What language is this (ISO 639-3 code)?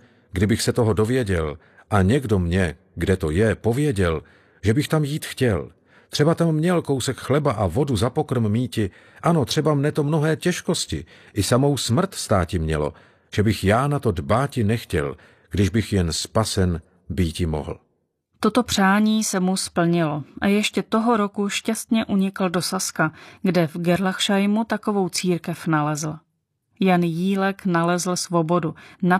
ces